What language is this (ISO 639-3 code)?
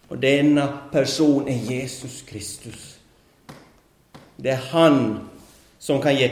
swe